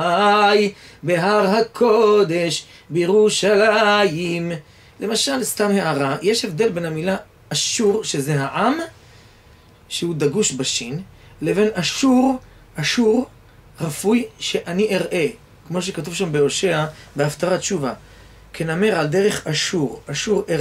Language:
Hebrew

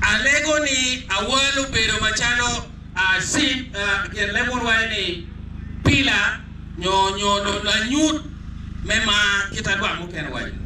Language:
Acoli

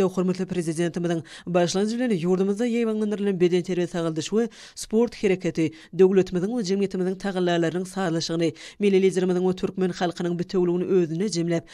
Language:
Turkmen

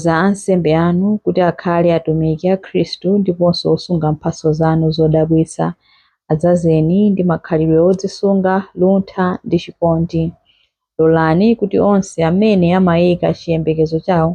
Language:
Nyanja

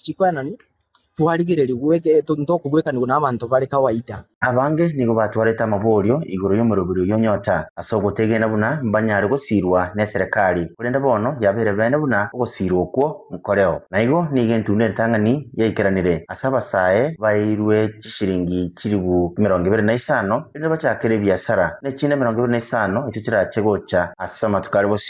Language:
Gusii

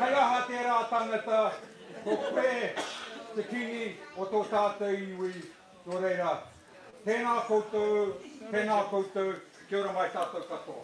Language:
Māori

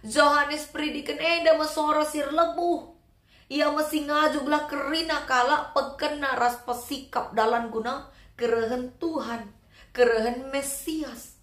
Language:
Batak Karo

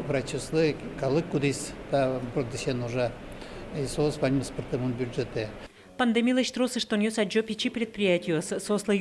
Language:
Udmurt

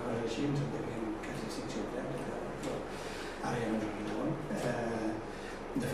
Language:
Catalan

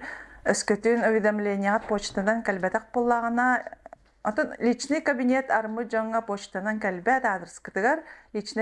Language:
Yakut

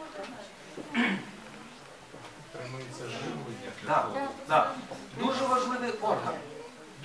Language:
Ukrainian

